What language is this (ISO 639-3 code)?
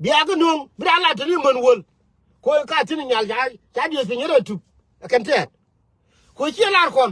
nus